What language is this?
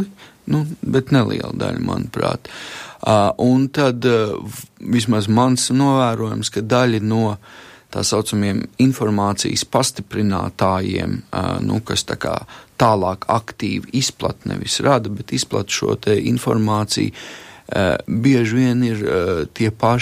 Latvian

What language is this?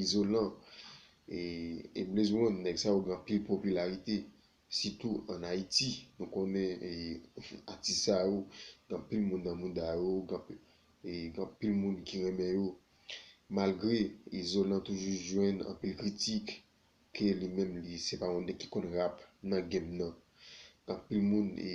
Haitian Creole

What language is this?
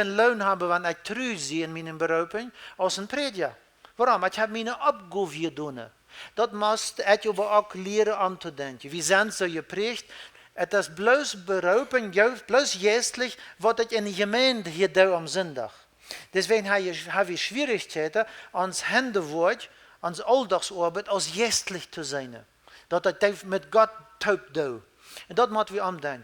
Plautdietsch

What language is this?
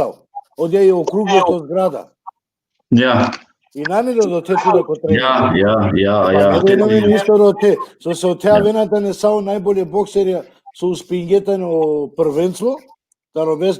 Balkan Romani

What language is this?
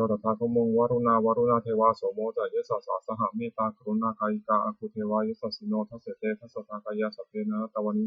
Pali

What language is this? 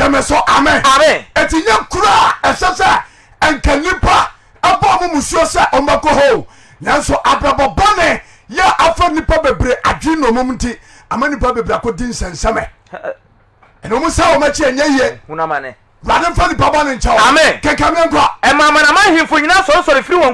Akan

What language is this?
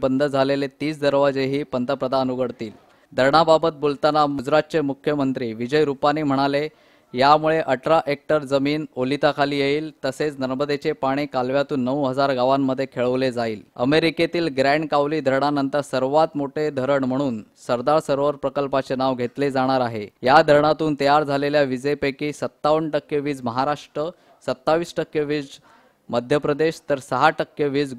Marathi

